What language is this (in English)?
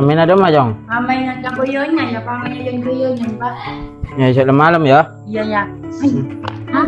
Madurese